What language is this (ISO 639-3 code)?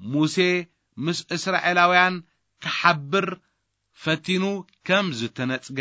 tir